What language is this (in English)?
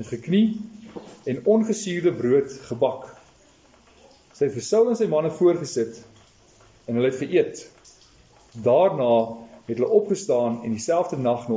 Afrikaans